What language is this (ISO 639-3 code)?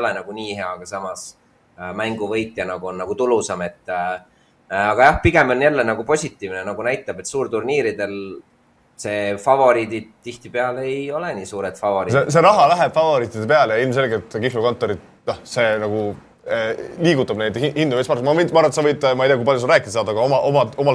est